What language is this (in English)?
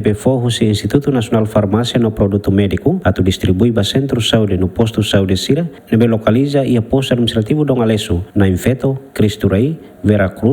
Tetum